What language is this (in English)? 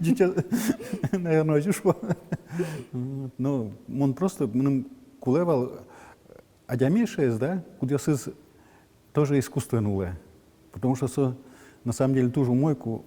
Udmurt